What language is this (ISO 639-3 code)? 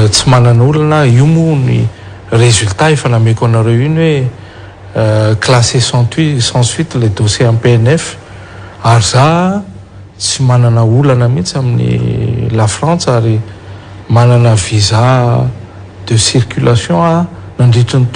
mlg